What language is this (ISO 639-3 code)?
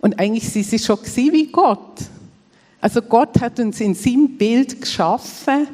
gsw